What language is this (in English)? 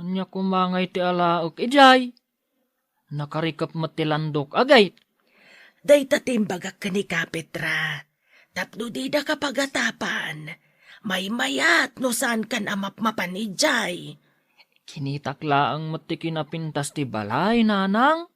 Iloko